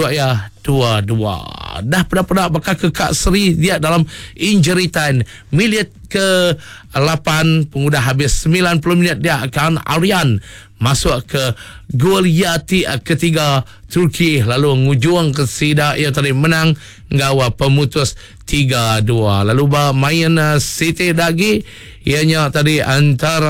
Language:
Iban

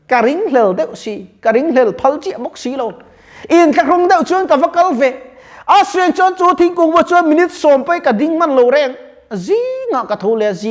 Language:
Mizo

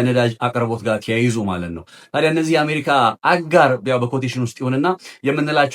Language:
Amharic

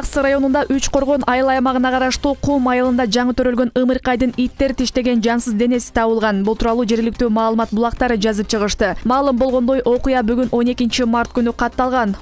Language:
Kyrgyz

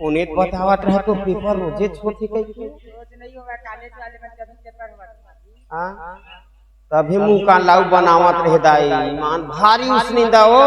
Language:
Chhattisgarhi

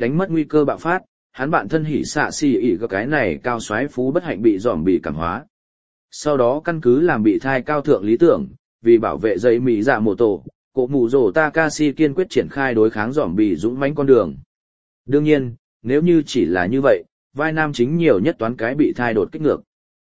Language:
Vietnamese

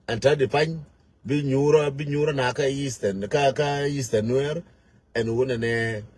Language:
Nuer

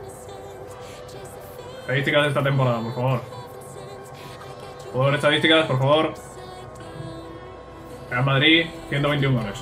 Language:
Spanish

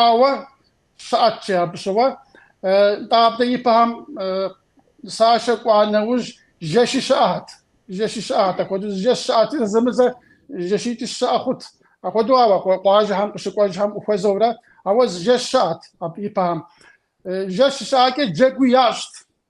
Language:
Kabardian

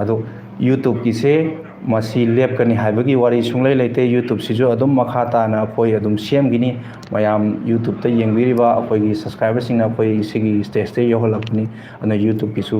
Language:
Manipuri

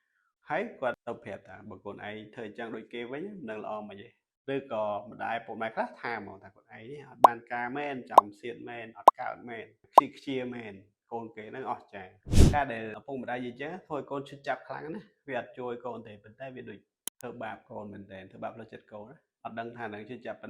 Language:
Khmer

